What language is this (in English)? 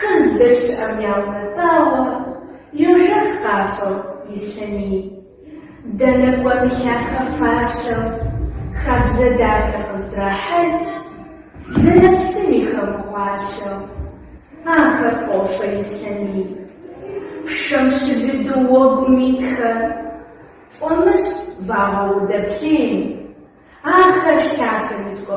Kabardian